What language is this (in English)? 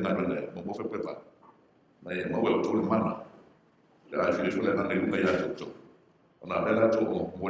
Samoan